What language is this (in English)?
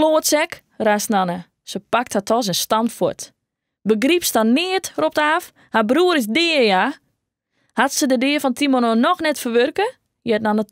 Western Frisian